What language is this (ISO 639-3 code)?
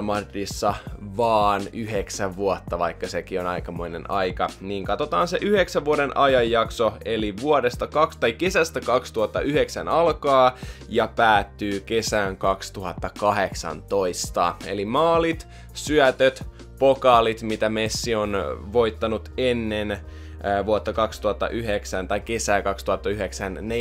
fin